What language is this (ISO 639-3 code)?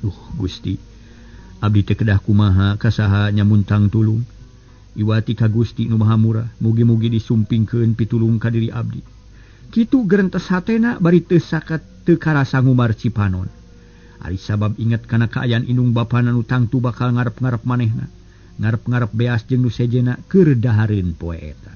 sun